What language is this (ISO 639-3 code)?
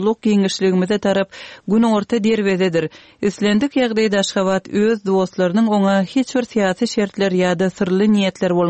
tuk